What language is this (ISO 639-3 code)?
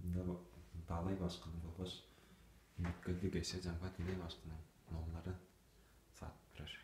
tyv